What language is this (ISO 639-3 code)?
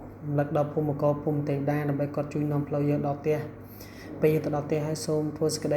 khm